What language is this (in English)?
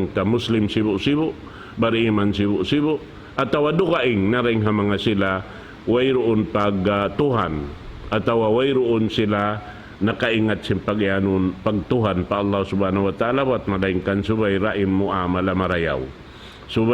Tausug